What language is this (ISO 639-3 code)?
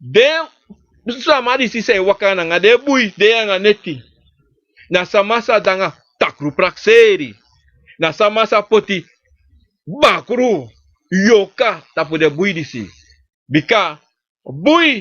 srn